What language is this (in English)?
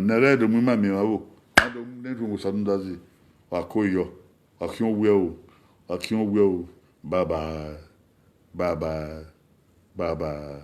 Bini